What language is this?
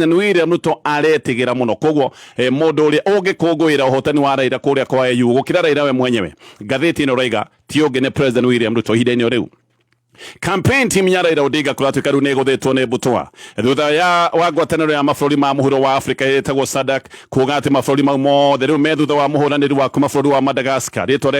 Kikuyu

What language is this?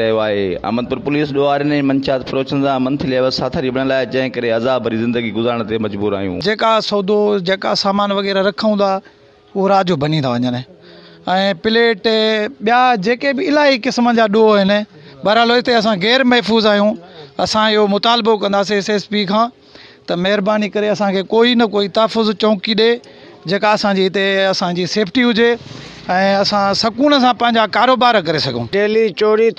Sindhi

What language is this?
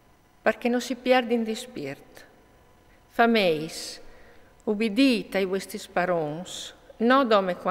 Friulian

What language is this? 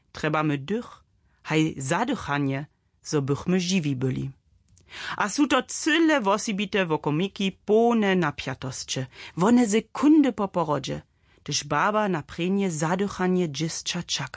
Upper Sorbian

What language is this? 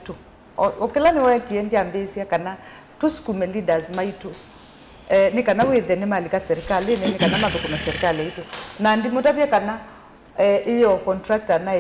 Kamba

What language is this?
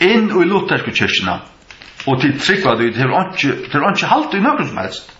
Faroese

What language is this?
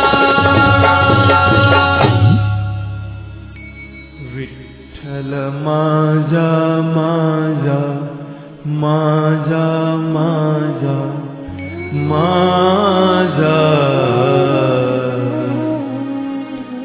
Marathi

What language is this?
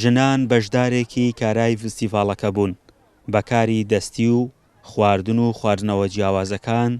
Central Kurdish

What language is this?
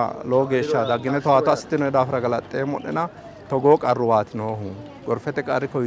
Sidamo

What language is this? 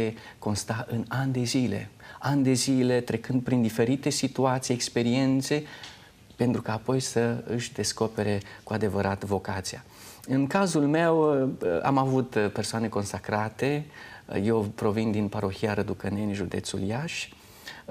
Romanian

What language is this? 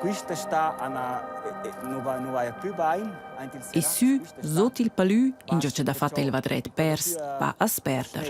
Romansh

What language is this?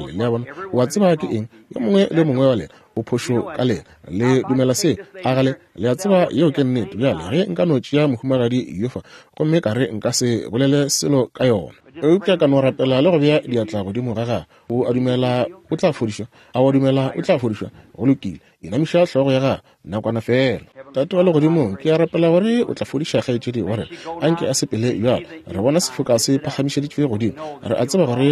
Northern Sotho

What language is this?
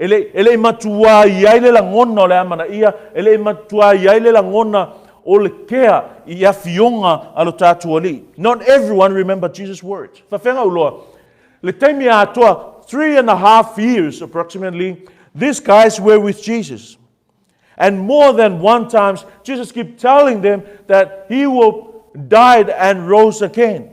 Samoan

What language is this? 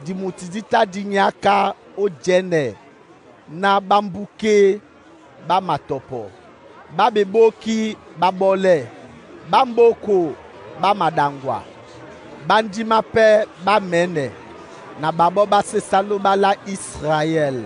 Duala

